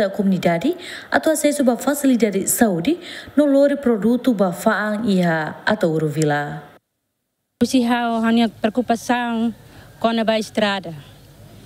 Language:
Tetum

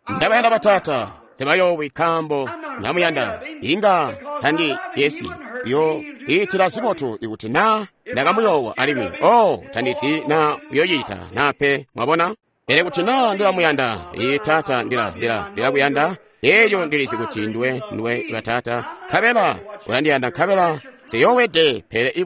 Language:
Tonga (Zambia)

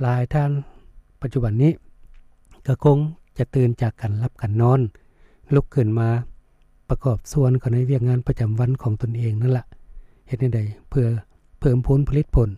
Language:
Lao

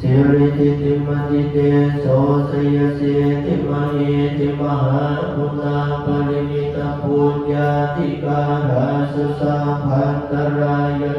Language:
Pali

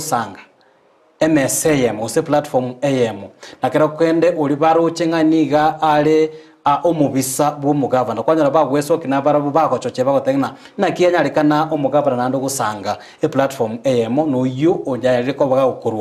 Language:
Gusii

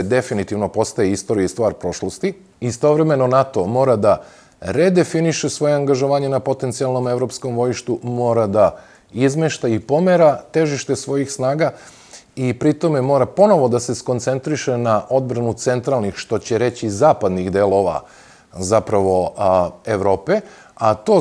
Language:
Serbian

